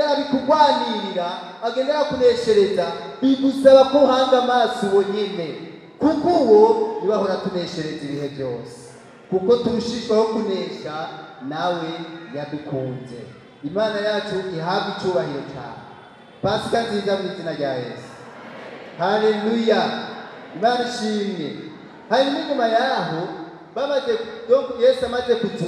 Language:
Rundi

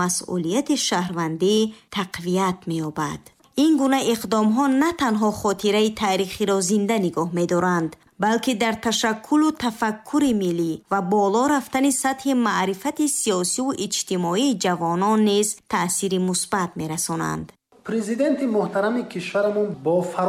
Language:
Tajik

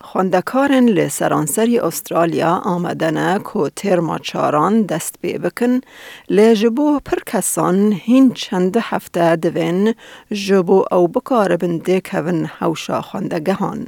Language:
Kurdish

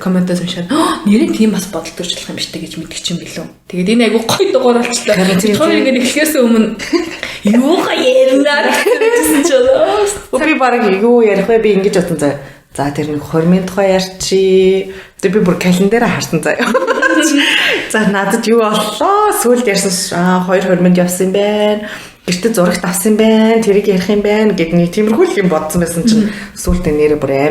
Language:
Mongolian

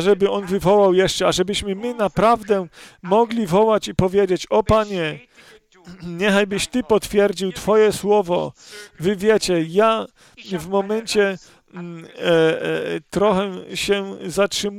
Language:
Polish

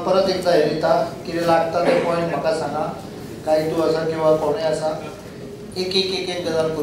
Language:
Konkani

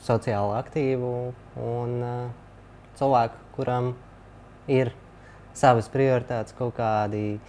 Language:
Latvian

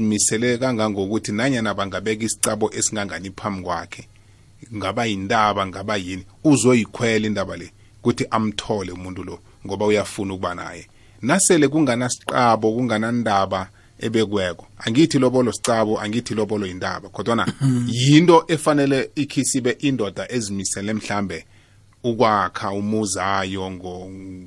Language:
South Ndebele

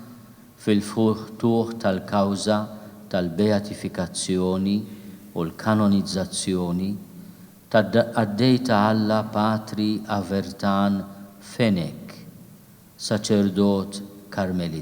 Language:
Maltese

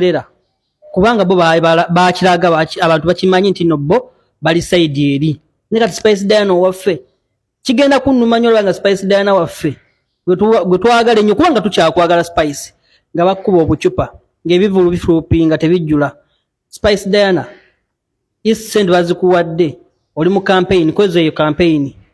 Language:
Ganda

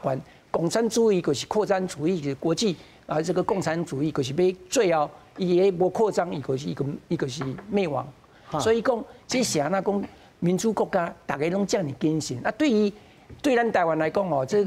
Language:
Min Nan Chinese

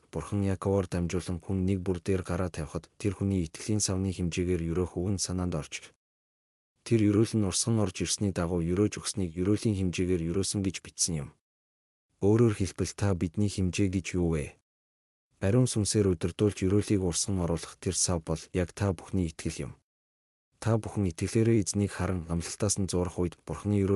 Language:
Mongolian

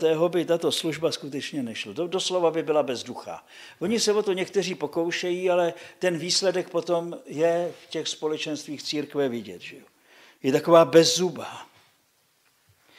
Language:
Czech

